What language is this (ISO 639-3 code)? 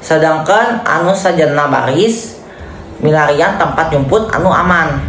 sun